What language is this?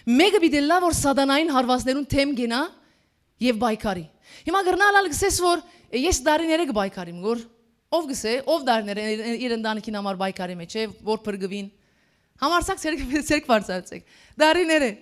Western Armenian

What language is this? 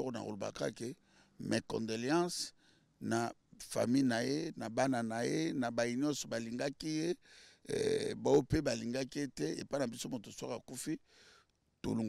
Lingala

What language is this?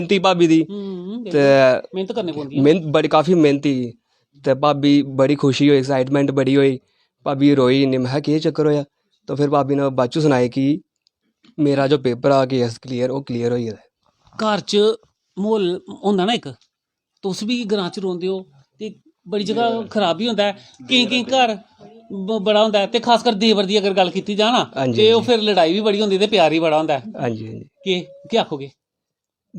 Dogri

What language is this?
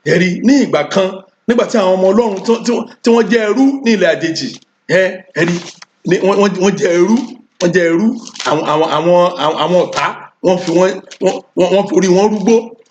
Yoruba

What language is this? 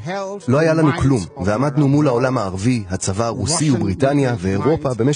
Hebrew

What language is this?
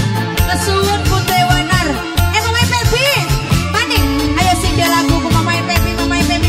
Javanese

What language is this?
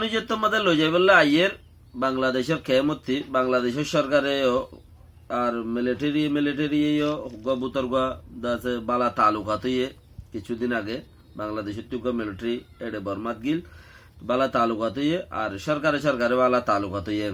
Rohingya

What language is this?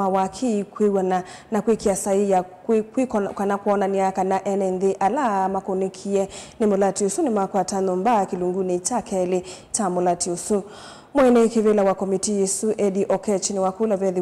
Kamba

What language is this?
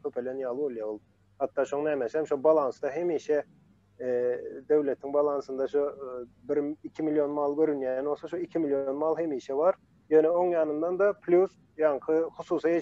Turkmen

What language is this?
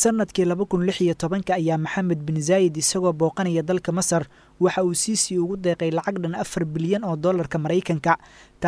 Somali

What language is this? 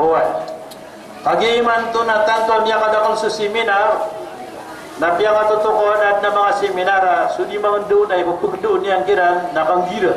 Maranao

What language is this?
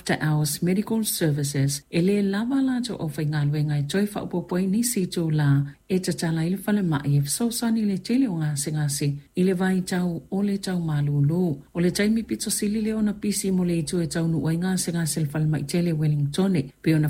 Samoan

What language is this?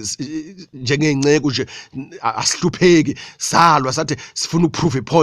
Zulu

